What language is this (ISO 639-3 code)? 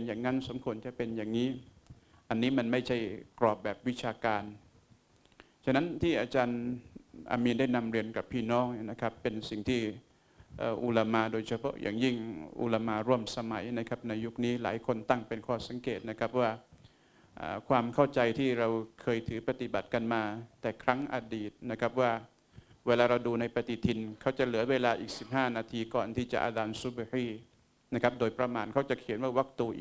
tha